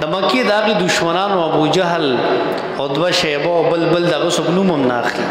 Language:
Pashto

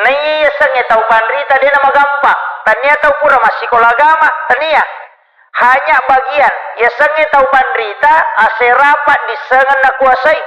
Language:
Buginese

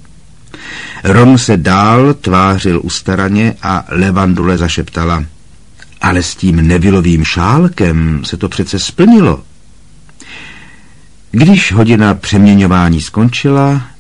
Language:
Czech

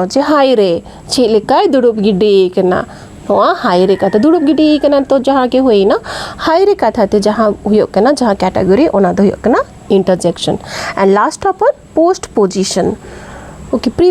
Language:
Santali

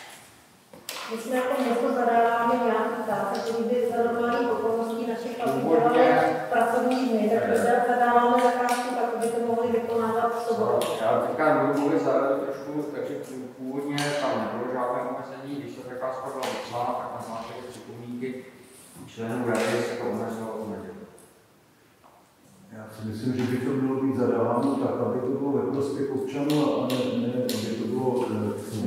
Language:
Czech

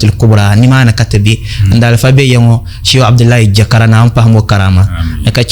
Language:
Dagbani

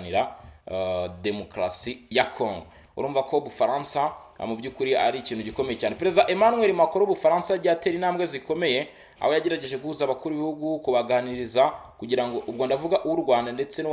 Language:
Kinyarwanda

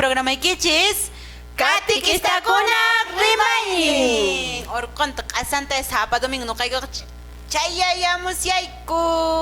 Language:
Quechua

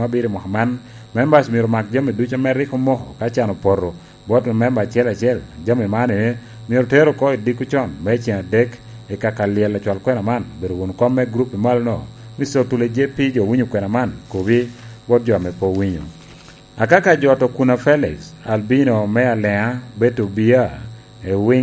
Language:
Lango (Uganda)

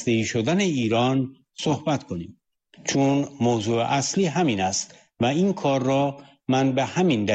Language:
Persian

